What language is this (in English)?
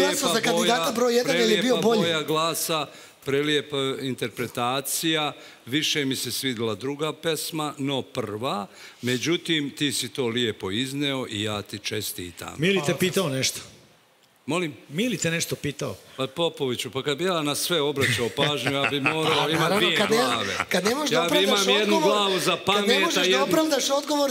Serbian